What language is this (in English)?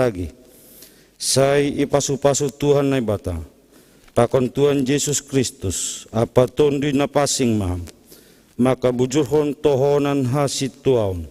Batak Simalungun